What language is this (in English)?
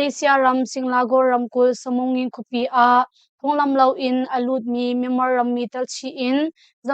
Hakha Chin